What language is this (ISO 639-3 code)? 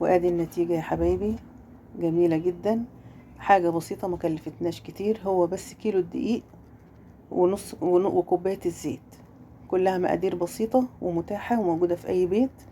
arz